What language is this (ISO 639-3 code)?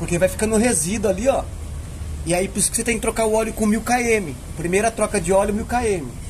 por